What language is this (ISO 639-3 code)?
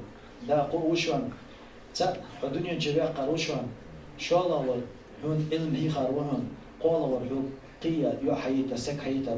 inh